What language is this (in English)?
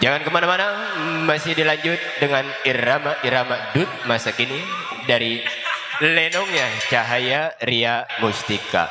Betawi